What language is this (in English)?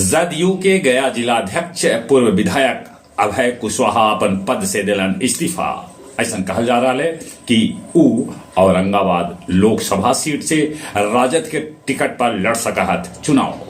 Magahi